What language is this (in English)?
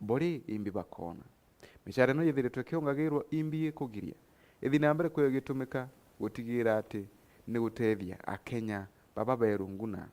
Meru